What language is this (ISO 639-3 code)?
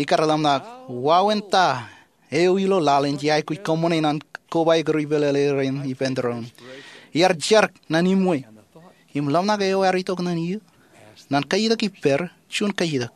mah